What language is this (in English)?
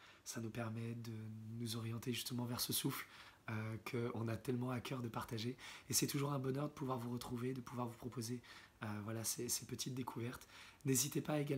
French